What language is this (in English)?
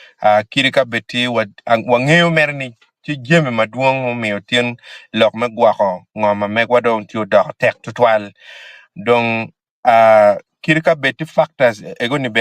Acoli